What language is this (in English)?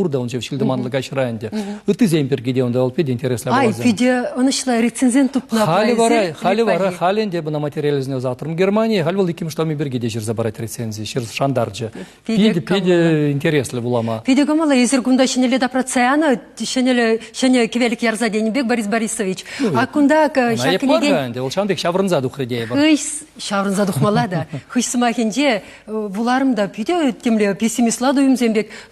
Chuvash